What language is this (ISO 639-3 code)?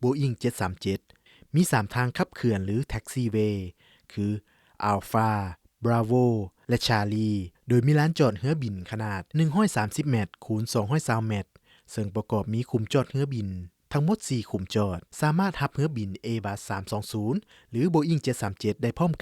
lao